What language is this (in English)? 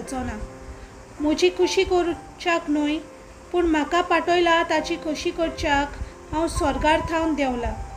Konkani